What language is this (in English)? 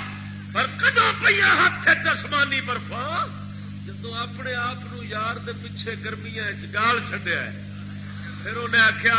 Saraiki